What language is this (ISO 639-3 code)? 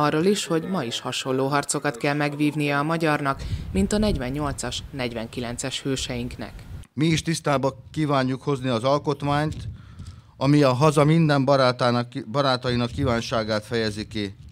hun